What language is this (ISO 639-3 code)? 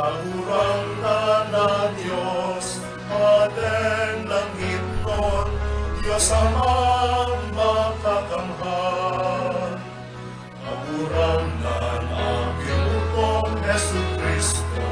bik